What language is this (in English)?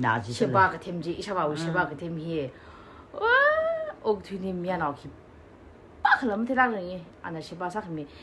Tangkhul Naga (India)